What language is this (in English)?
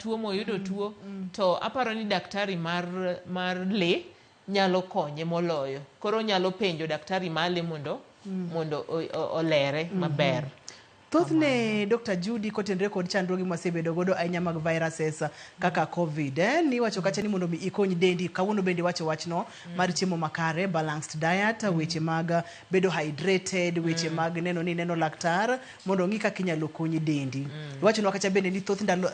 Luo (Kenya and Tanzania)